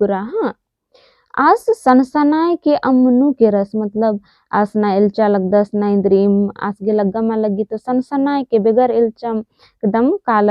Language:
Kurukh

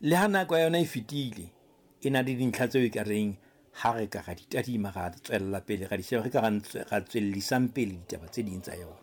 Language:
Southern Sotho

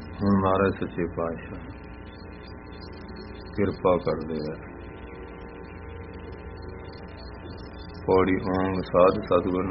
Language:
Punjabi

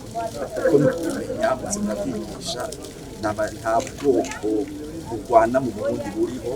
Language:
Rundi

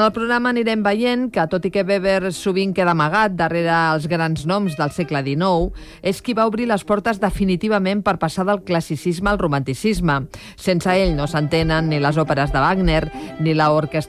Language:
Catalan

